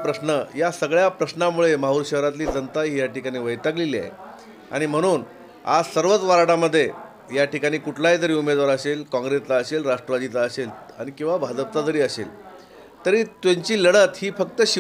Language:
Marathi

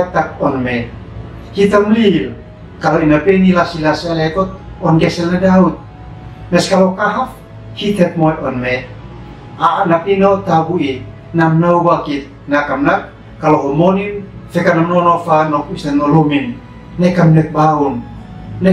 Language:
Uab Meto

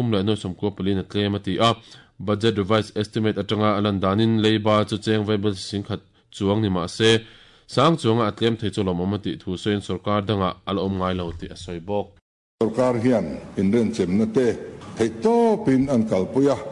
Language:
Mizo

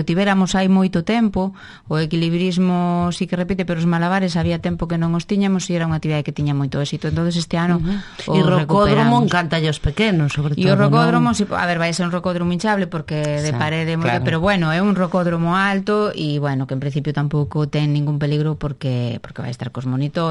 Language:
Galician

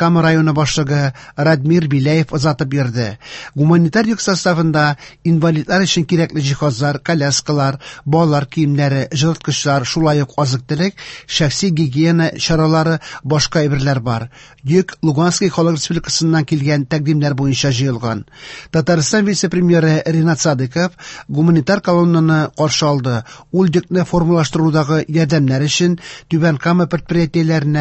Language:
Tatar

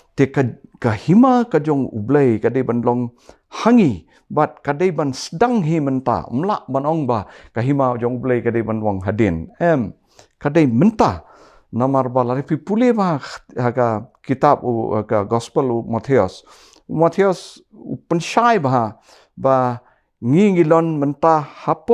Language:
Khasi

